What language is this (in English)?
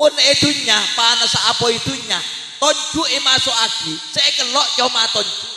Madurese